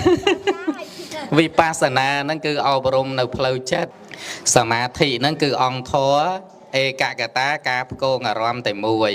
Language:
Khmer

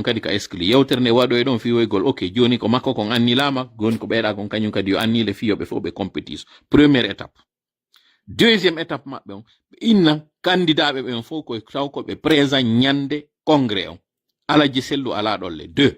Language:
Pular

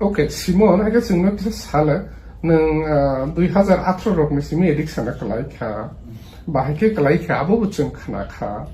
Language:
Kok Borok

